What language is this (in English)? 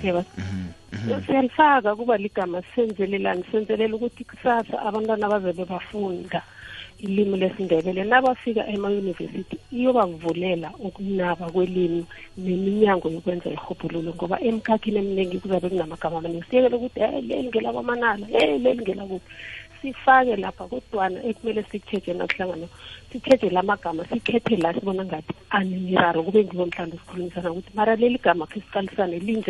South Ndebele